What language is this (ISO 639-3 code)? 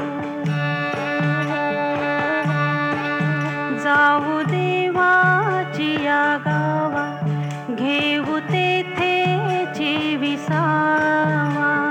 mar